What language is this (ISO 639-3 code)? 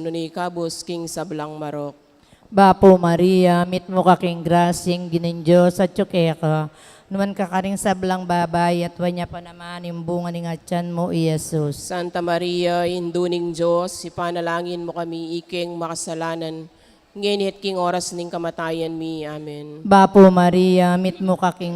pam